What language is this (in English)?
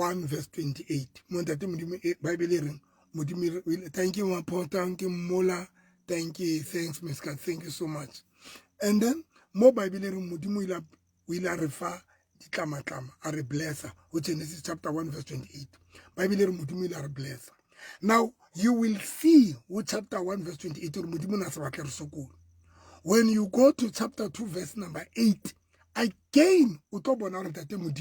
Southern Sotho